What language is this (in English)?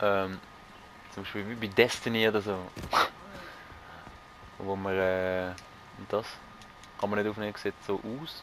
Swiss German